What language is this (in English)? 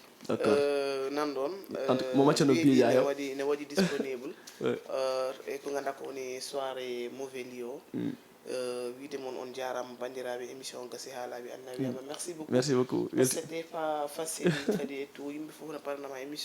Fula